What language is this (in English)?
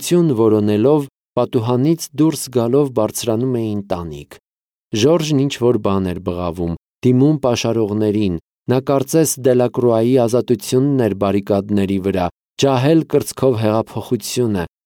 Armenian